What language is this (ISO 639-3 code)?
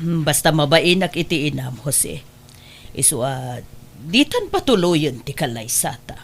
ilo